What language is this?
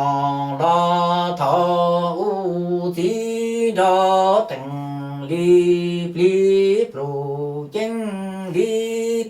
Hmong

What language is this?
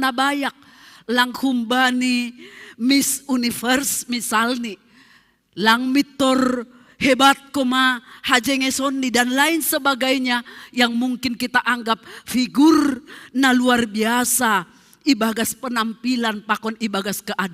Batak Simalungun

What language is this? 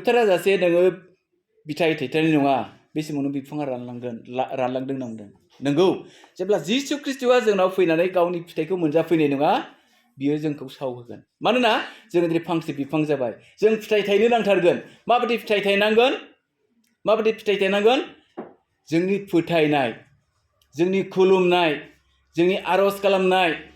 Bodo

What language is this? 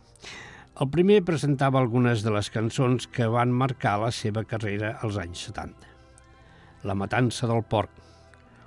Catalan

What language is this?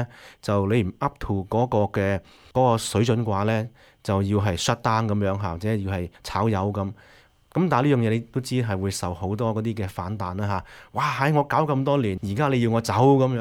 Cantonese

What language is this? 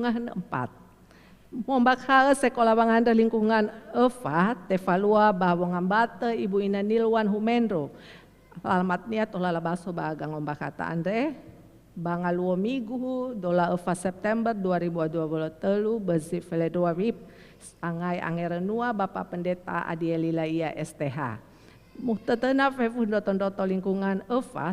Nias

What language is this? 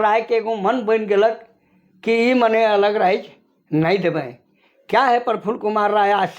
Sadri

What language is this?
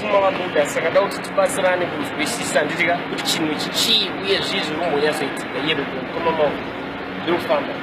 Shona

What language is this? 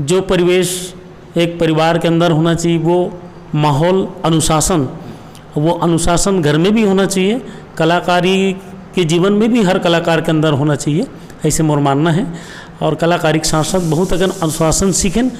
Chhattisgarhi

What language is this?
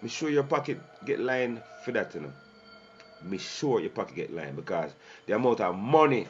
Jamaican Creole English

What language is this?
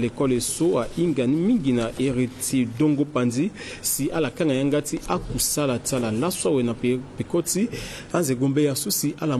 Sango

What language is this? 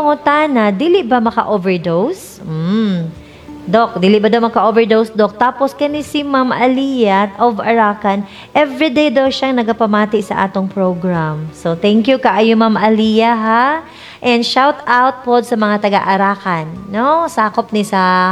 Cebuano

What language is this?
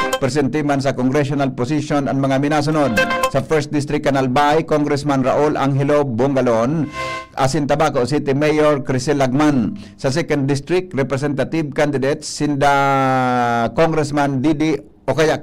Bikol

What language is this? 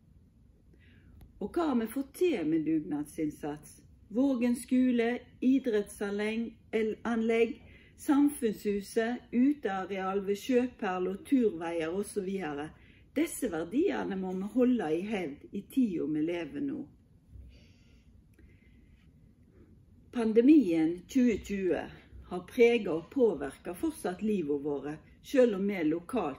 Norwegian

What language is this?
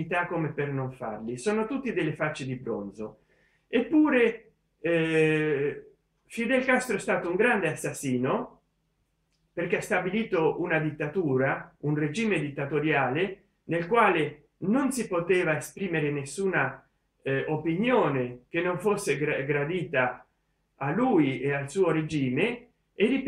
Italian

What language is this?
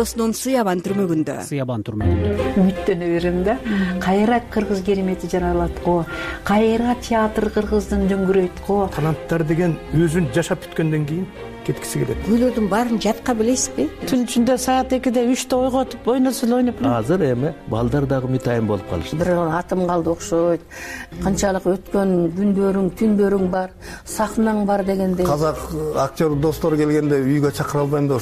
Kyrgyz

